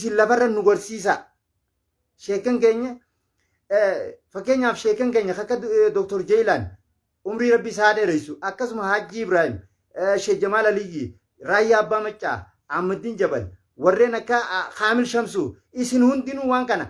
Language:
Oromo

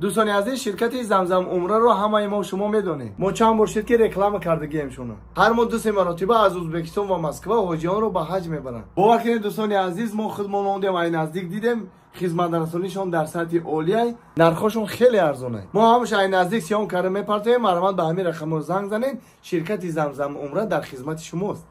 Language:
Tajik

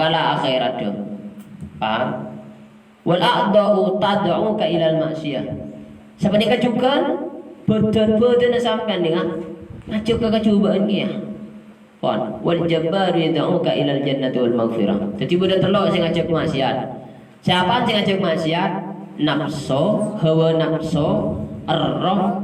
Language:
Madurese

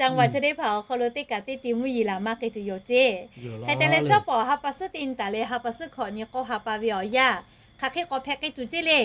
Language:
Lahu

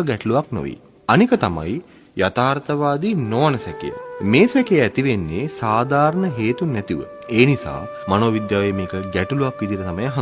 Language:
Sinhala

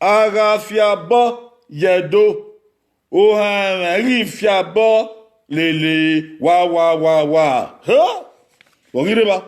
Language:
Bini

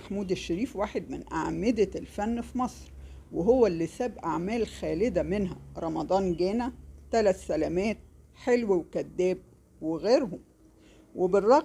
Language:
Egyptian Arabic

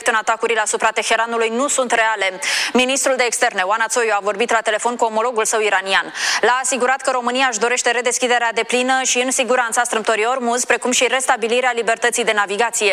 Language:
Romanian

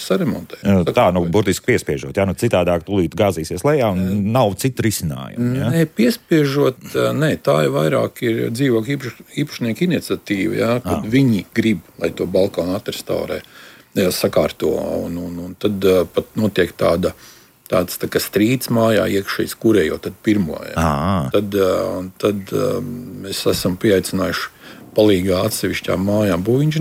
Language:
Latvian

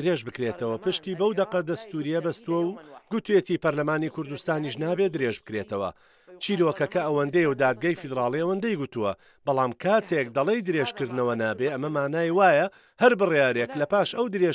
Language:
Central Kurdish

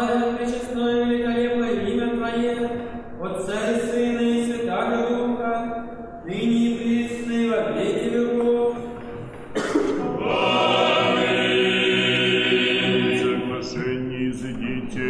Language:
Russian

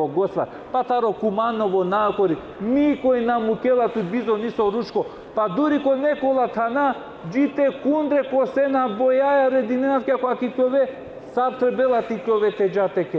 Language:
Balkan Romani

